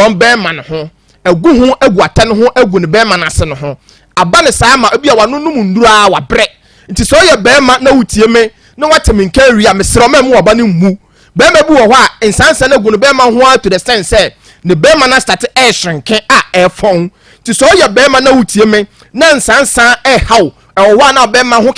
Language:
Akan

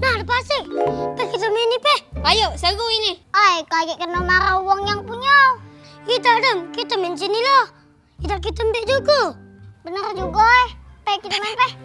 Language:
Musi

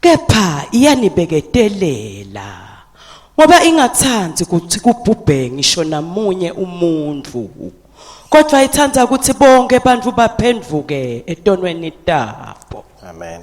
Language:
Swati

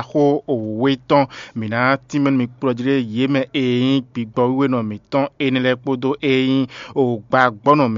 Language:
Fon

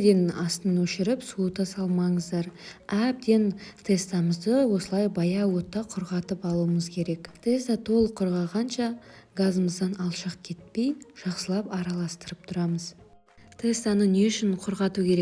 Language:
Kazakh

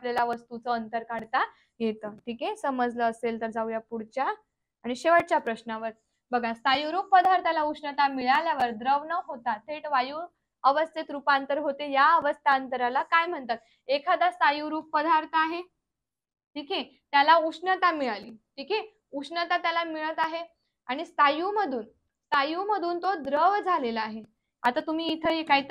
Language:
Marathi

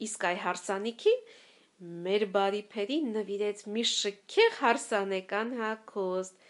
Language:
Armenian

